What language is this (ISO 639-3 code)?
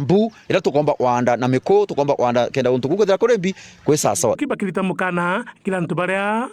mer